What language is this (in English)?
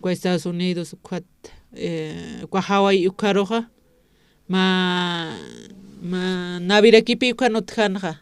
Aymara